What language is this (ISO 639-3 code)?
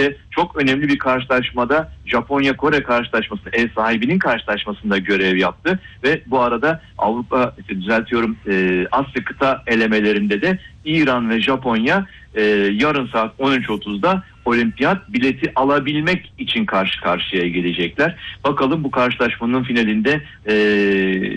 tur